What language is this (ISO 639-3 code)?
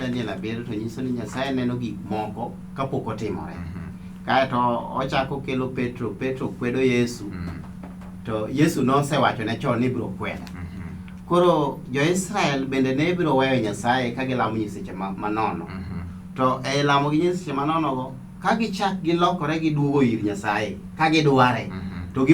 luo